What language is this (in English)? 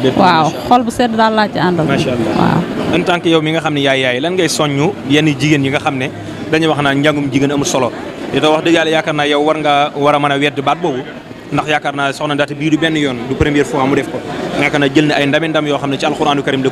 Wolof